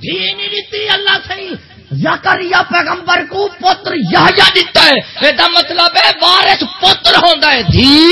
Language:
Saraiki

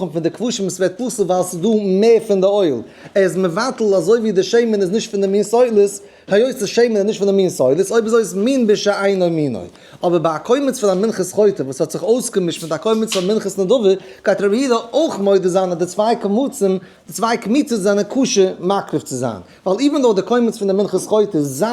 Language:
Yiddish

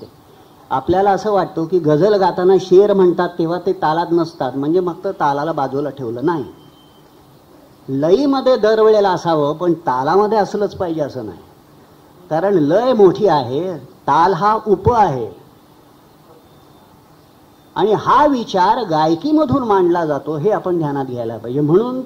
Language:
Marathi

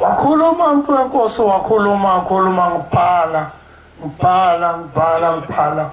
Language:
Zulu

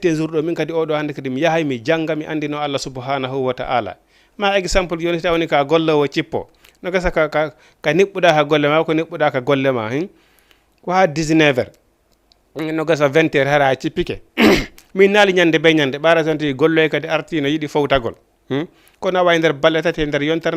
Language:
Fula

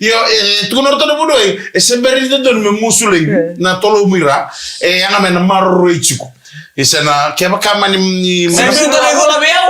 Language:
Fijian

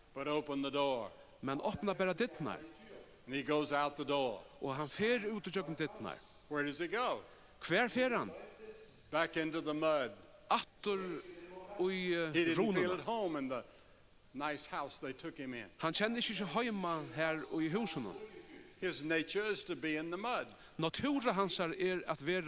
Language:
Faroese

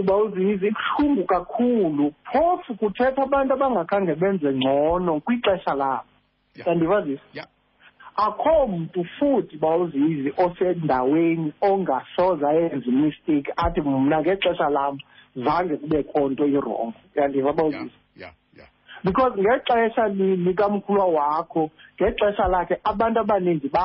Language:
Xhosa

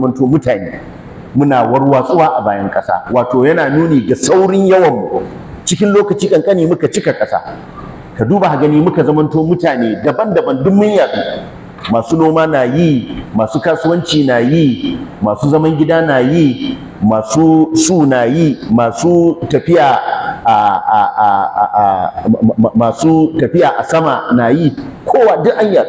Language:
Hausa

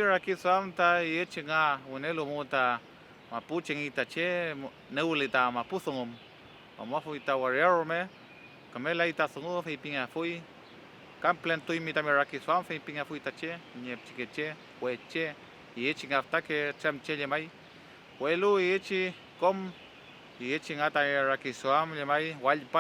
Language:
Mapuche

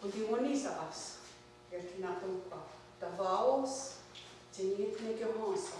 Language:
Mohawk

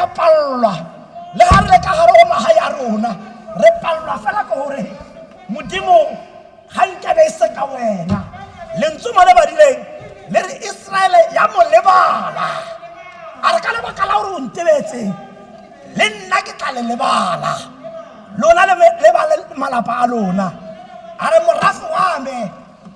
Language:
Tswana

